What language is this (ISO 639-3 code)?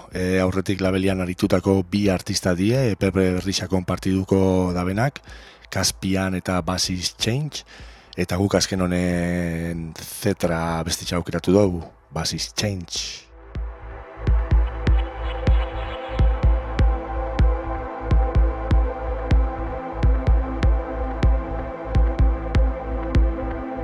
eus